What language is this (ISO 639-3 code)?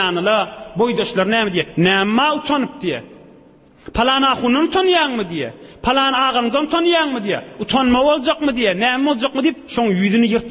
tuk